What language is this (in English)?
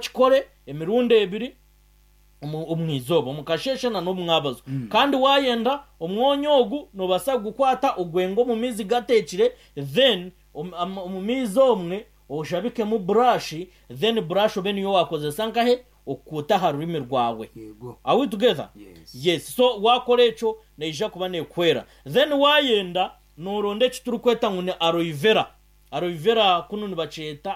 Nyankole